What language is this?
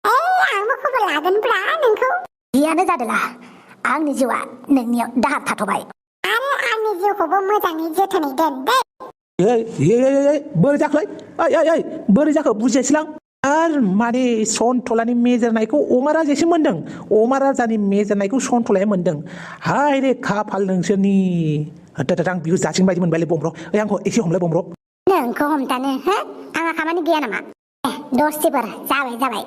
Bodo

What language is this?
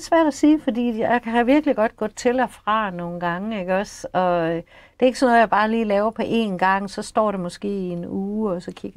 Danish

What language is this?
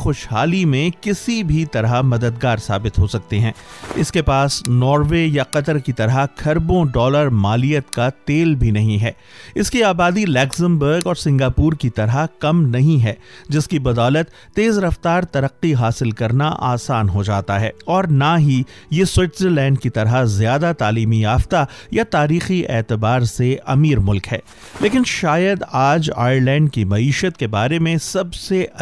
Urdu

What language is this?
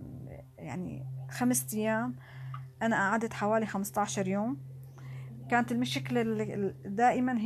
North Levantine Arabic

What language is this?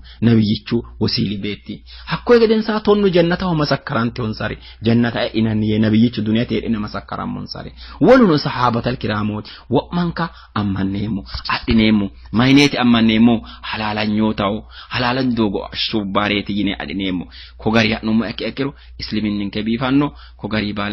Sidamo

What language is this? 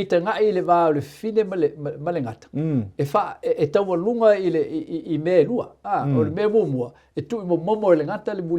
Samoan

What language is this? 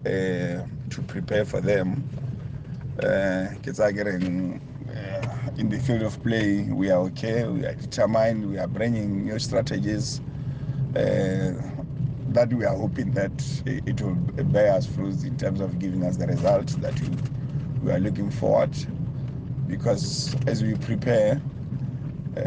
Tswana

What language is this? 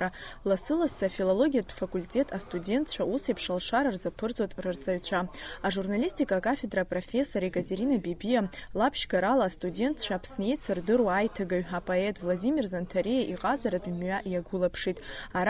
Abkhazian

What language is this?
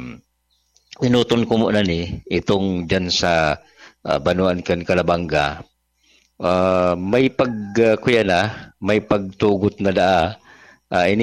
Bikol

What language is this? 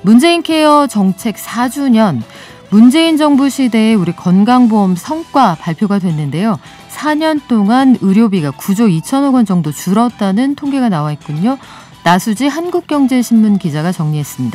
Korean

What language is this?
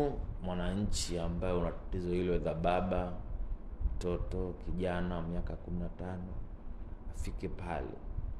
Swahili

